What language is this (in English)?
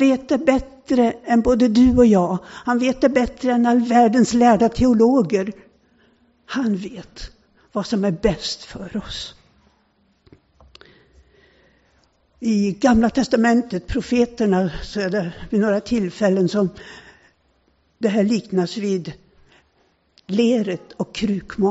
Swedish